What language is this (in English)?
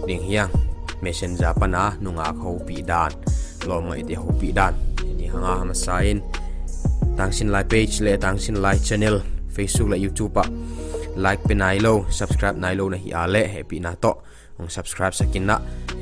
Tedim Chin